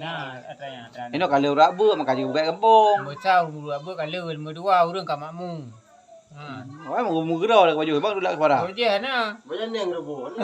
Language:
Achinese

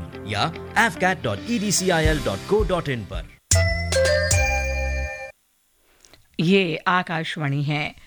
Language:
Hindi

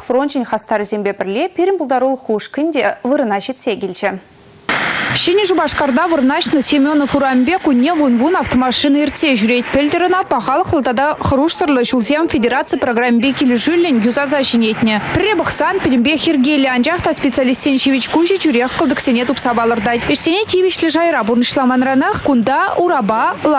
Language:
Chuvash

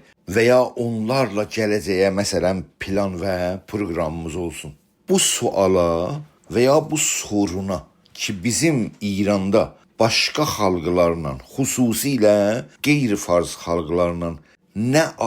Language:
South Azerbaijani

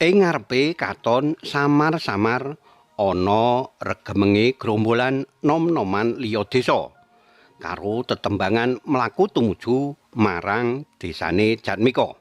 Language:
Javanese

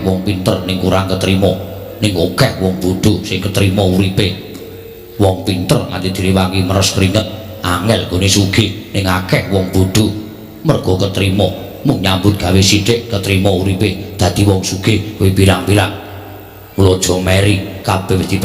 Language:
Javanese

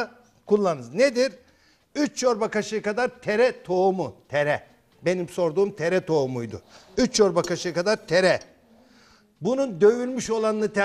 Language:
Turkish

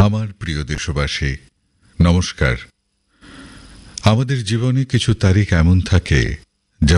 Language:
Bangla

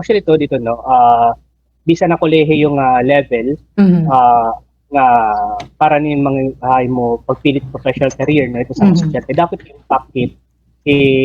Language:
Waray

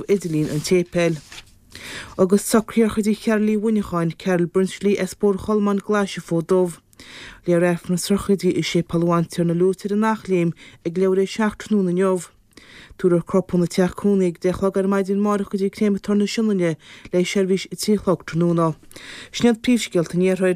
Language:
Irish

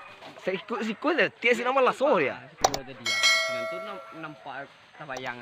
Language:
Minangkabau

